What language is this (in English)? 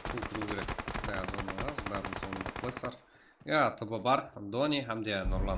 Kara-Kalpak